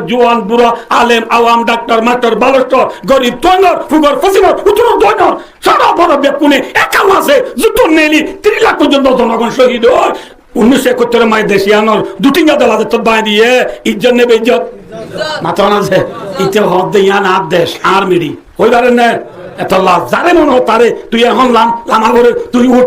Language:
Rohingya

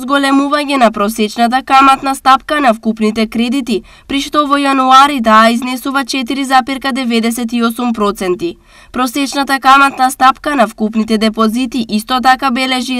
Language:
Macedonian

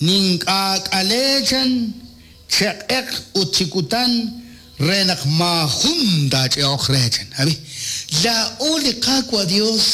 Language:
Kekchí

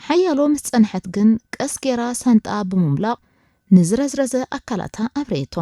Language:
Tigrinya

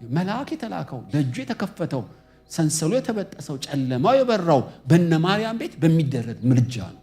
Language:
Amharic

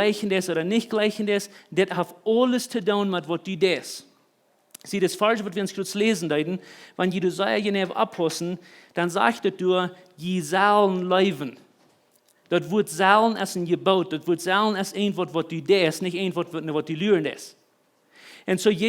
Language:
Plautdietsch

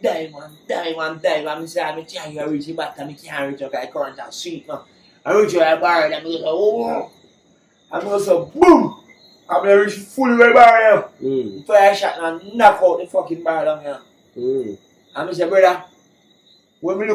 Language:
Jamaican Creole English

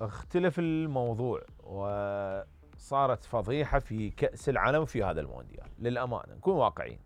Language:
Mesopotamian Arabic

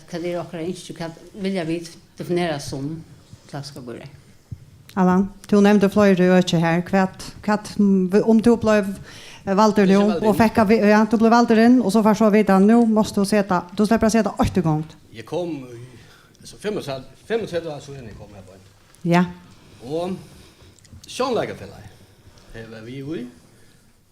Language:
Faroese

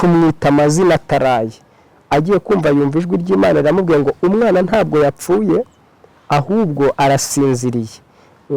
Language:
Kinyarwanda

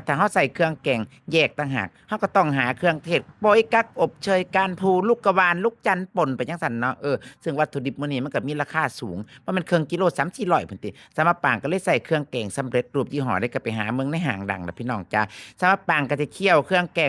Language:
Northeastern Thai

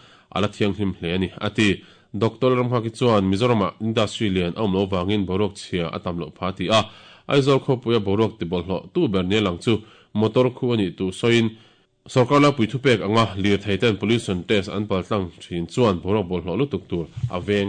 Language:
Mizo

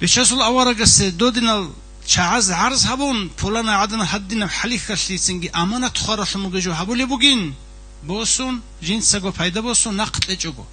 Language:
Avaric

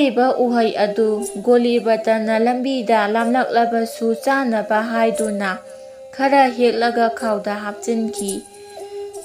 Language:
Manipuri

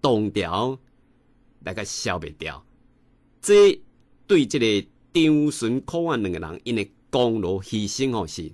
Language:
Min Nan Chinese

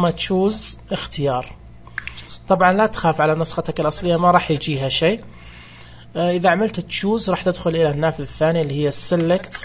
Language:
Najdi Arabic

